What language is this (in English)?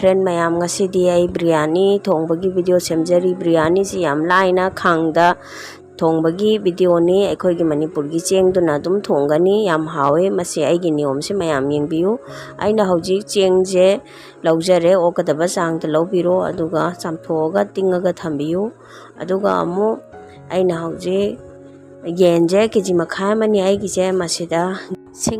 Manipuri